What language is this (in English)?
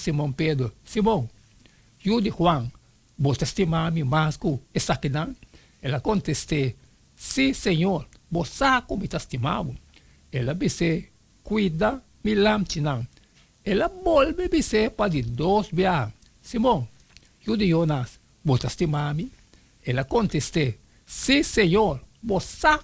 Papiamento